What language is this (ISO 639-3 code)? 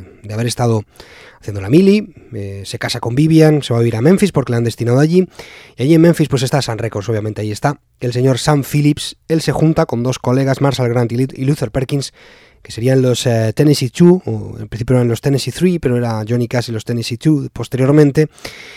spa